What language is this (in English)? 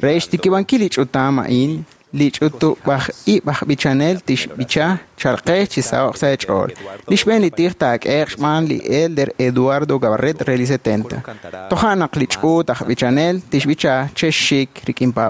Kekchí